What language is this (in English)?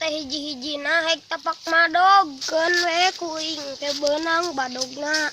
Sundanese